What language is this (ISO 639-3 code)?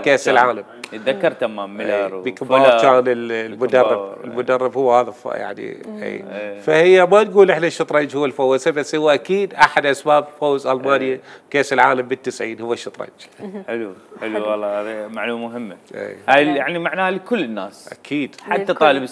acm